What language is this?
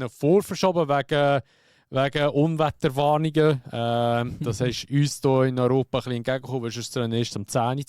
Swiss German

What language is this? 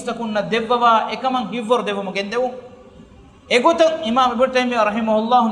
Divehi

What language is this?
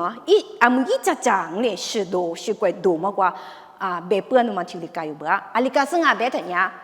Lisu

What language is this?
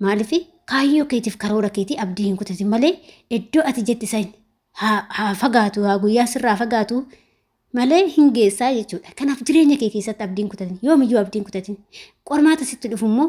Oromo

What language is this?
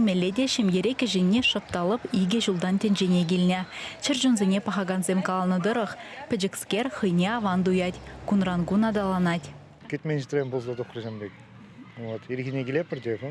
Chuvash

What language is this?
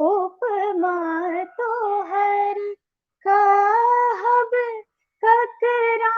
Maithili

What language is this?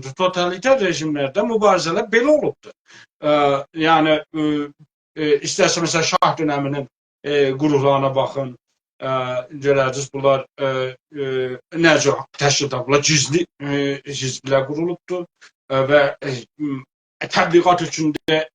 South Azerbaijani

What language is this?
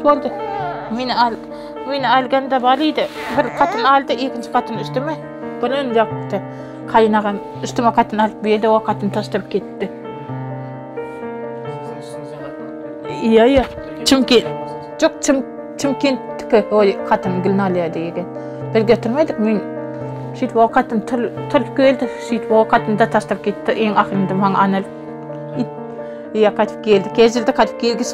Kazakh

